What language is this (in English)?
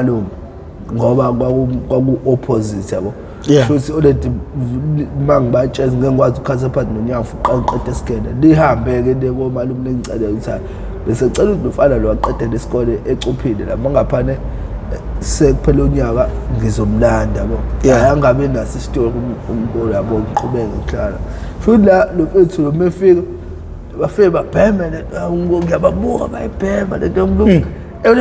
Zulu